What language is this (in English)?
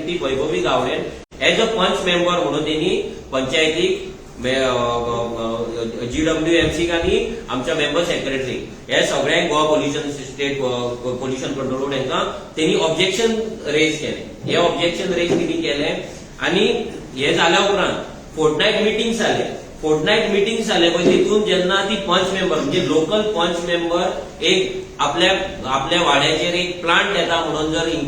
Konkani